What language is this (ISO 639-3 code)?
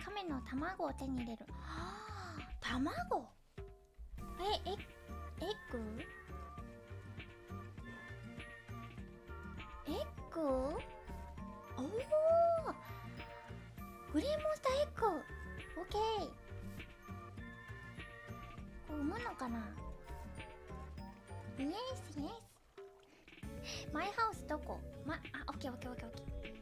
jpn